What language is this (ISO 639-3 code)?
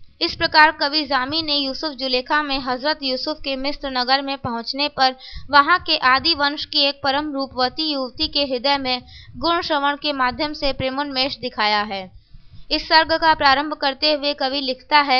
hin